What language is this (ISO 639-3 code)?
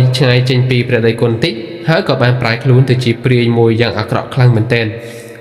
khm